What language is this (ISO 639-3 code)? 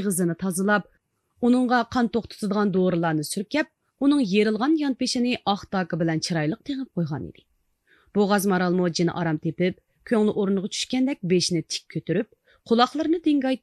uig